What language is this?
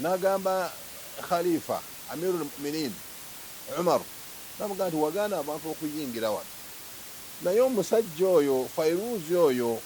Ganda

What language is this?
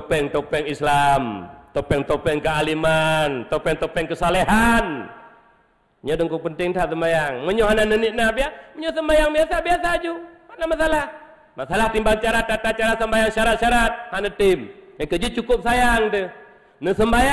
Achinese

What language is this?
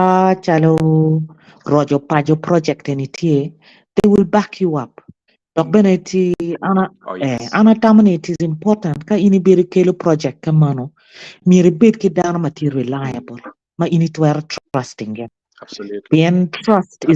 Acoli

